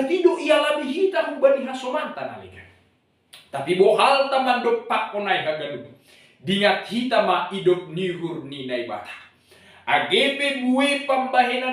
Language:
Batak Simalungun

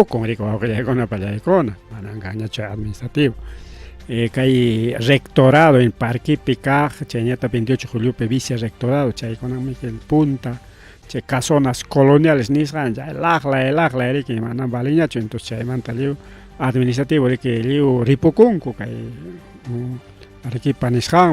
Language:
Ayacucho Quechua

